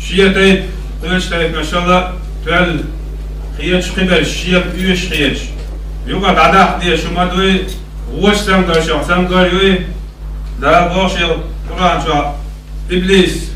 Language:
Chechen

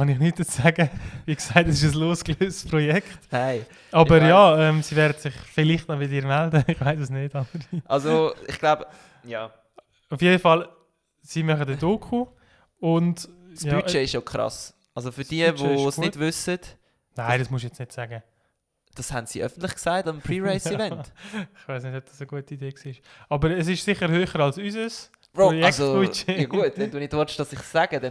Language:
Swiss German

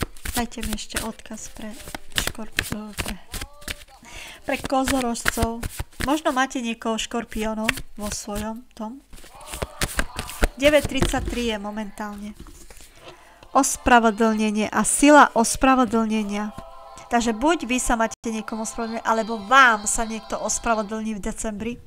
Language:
Slovak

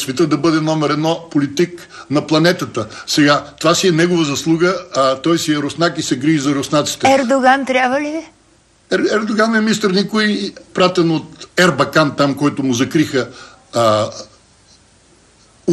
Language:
Bulgarian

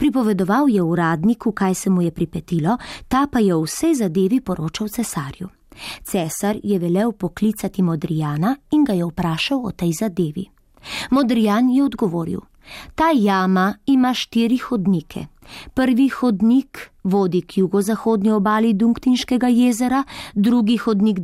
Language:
Slovenian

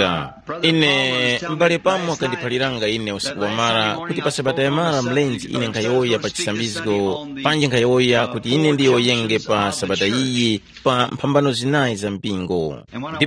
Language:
Tumbuka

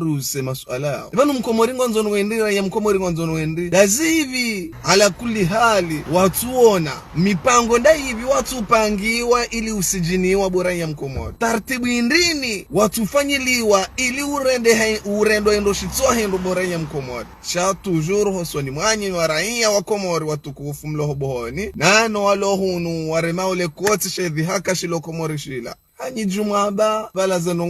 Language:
Ngazidja Comorian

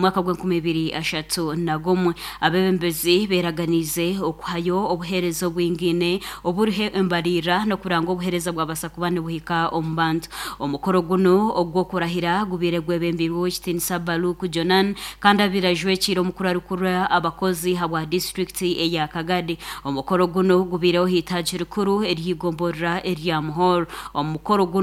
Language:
Nyankole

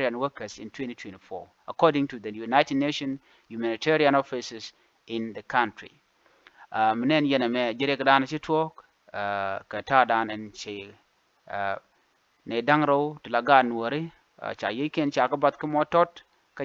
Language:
Nuer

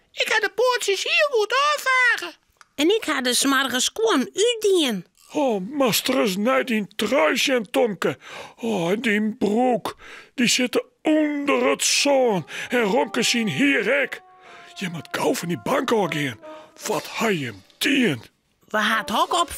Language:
Western Frisian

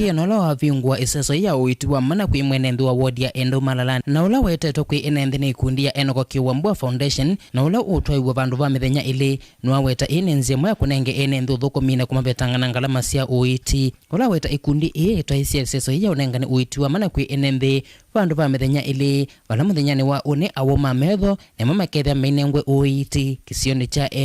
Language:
Kamba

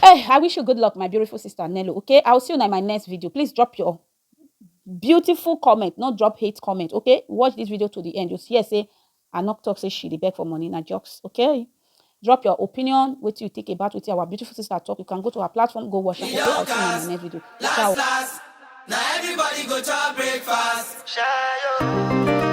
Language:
Nigerian Pidgin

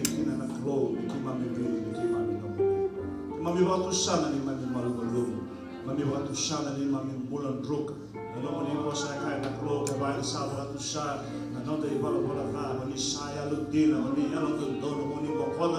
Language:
Fijian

